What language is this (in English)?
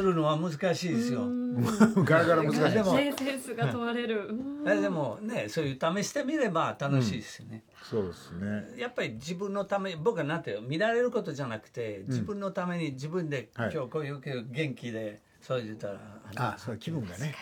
Japanese